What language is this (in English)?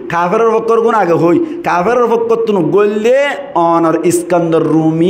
Rohingya